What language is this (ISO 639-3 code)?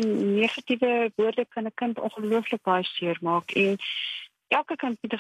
afr